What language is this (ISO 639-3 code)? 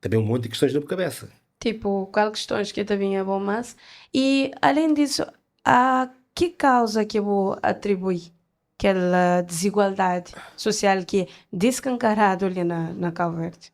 kea